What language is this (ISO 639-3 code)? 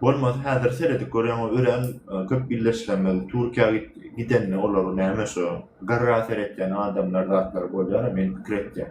tuk